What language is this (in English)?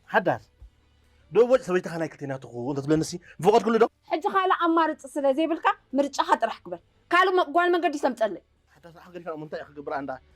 Tigrinya